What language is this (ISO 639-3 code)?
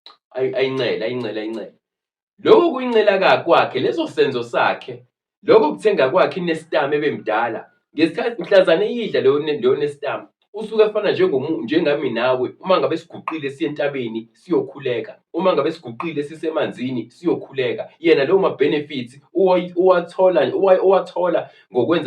zul